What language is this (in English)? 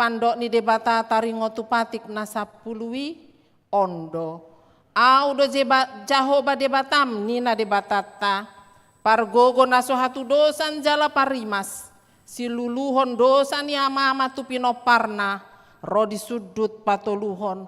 Batak Toba